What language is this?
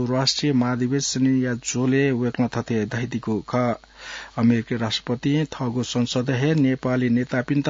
Newari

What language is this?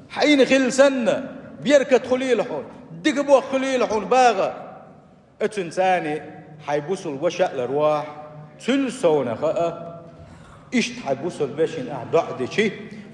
Chechen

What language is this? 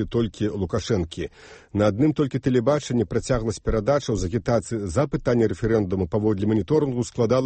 Belarusian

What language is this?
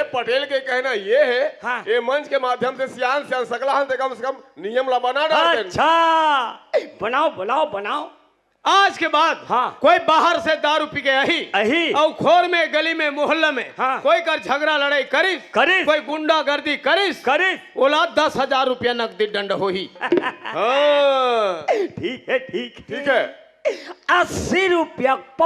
Chhattisgarhi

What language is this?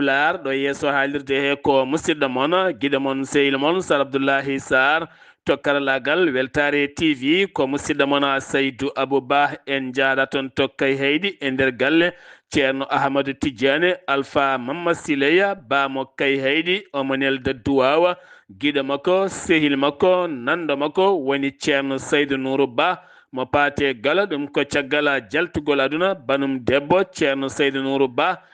Fula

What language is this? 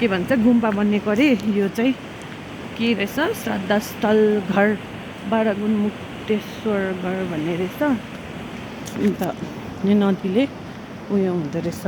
Nepali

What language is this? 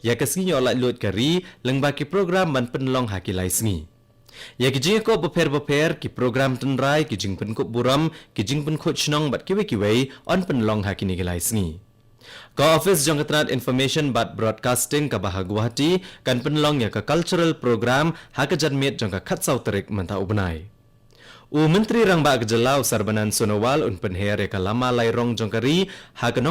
Khasi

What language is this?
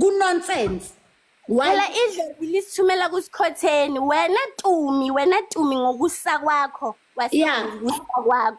Zulu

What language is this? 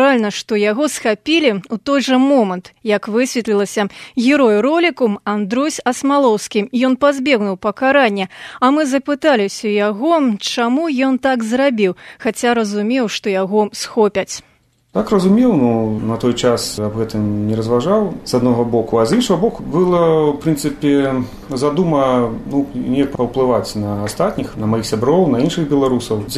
Belarusian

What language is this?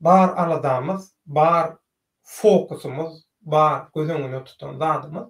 Turkmen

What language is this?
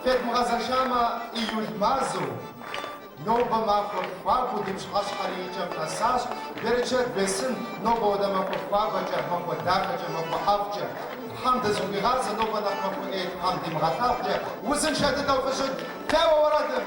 Kabardian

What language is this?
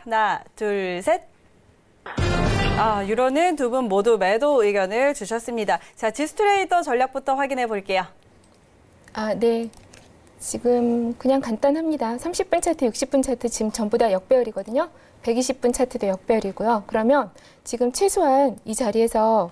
Korean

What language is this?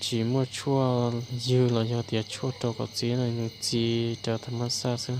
Hmong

